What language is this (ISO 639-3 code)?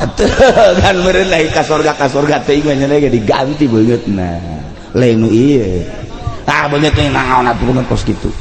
sun